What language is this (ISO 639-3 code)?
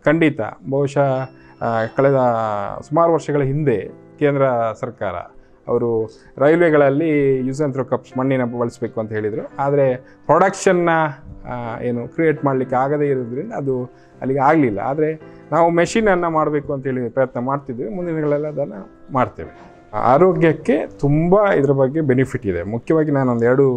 kan